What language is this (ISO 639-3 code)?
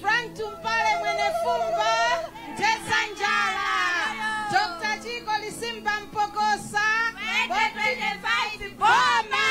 nya